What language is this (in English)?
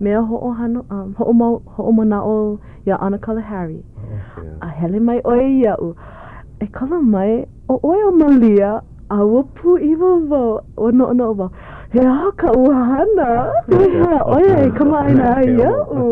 Hawaiian